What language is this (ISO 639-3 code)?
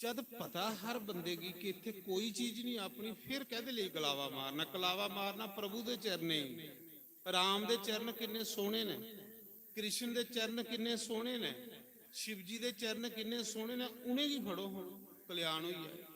doi